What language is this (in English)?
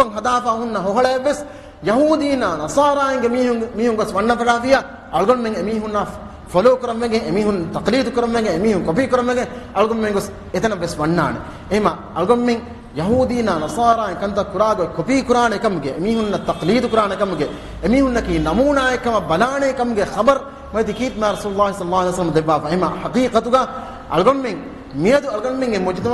Divehi